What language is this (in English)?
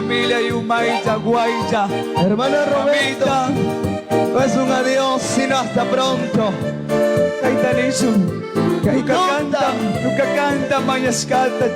Quechua